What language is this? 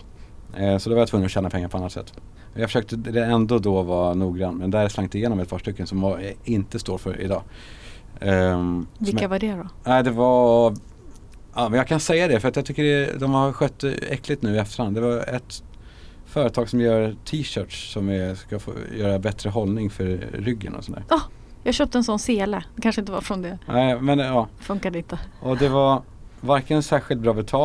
Swedish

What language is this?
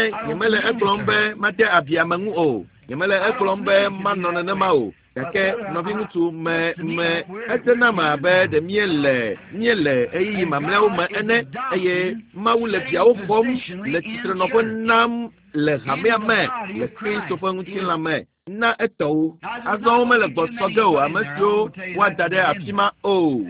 Ewe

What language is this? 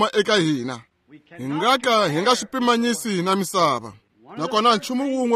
Tsonga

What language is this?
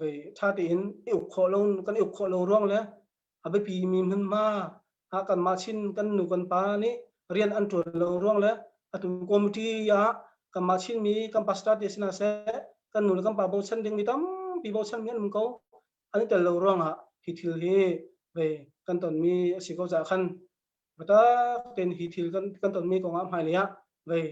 Hakha Chin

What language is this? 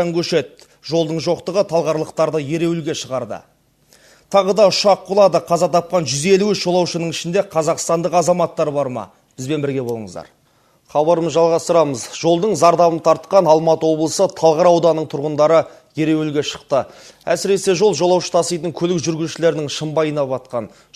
Kazakh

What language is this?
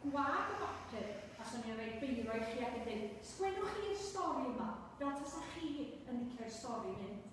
Welsh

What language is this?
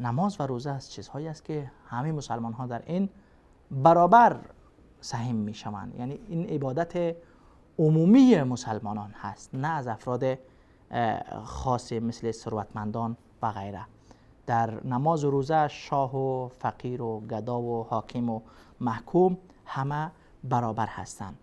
Persian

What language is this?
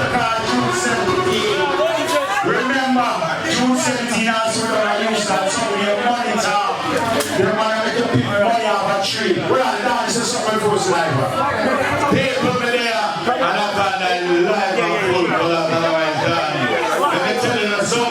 Jamaican Creole English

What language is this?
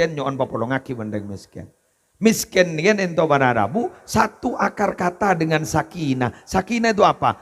Madurese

